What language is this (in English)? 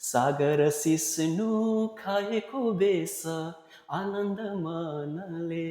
Nepali